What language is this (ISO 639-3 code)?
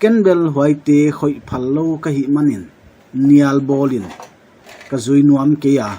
pck